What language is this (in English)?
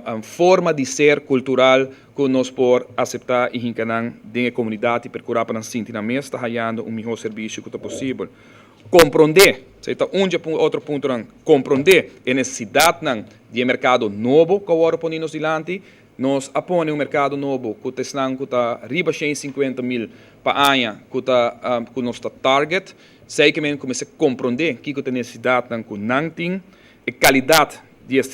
Papiamento